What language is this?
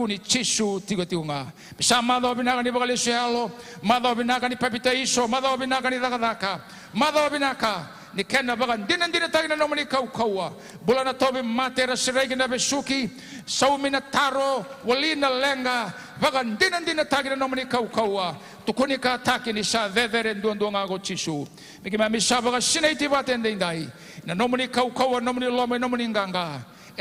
Fijian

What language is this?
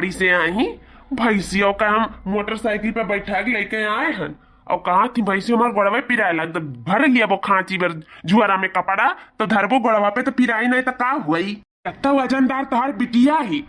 Awadhi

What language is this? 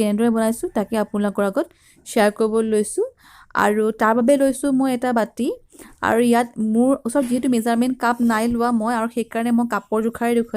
Assamese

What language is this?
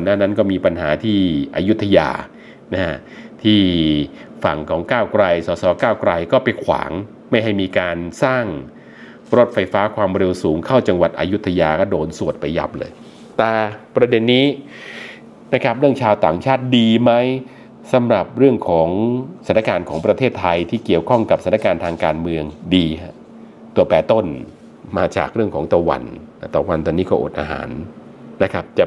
Thai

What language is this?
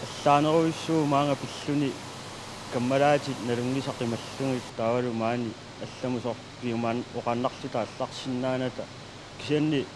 Kalaallisut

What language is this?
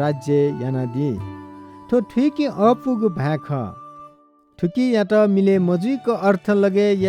Newari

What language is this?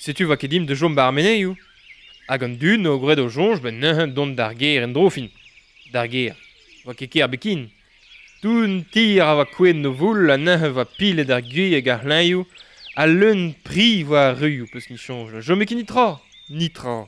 Breton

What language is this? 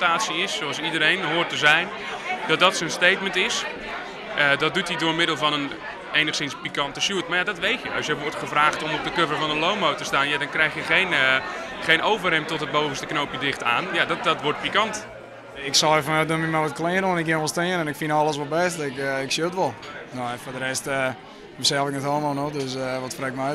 Western Frisian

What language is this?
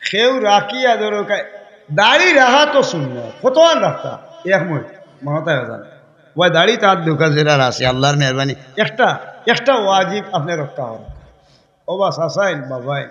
Sylheti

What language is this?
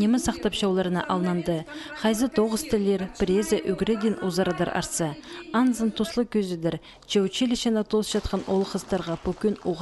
Khakas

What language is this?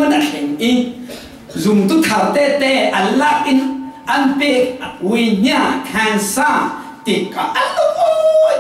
Falam Chin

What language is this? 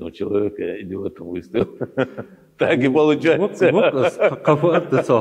Ingush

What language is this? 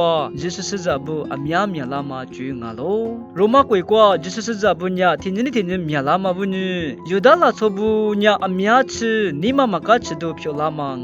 Lisu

